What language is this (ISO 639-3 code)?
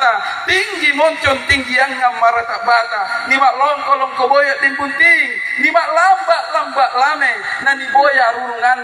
mak